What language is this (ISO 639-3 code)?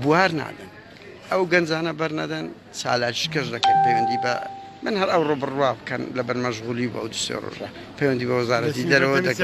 ckb